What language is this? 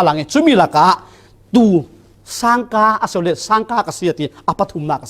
Falam Chin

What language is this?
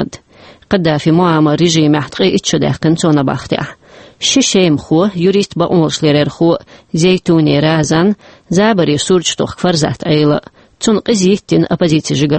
Chechen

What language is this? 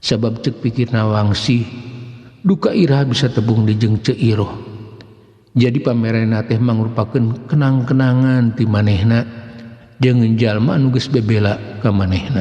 Sundanese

